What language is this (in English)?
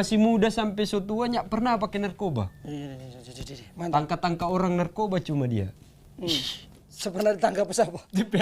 Manado Malay